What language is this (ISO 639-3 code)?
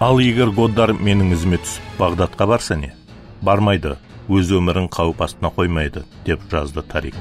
kaa